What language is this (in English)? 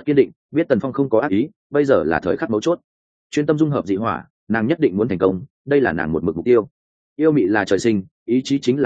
Vietnamese